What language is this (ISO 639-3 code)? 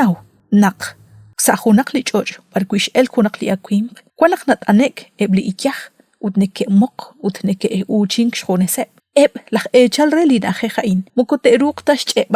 kek